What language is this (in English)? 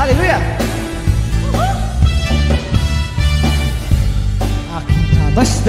Filipino